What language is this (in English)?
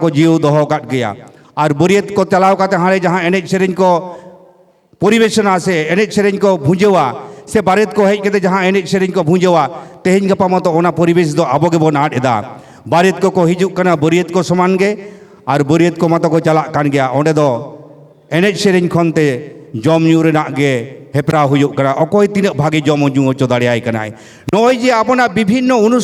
Santali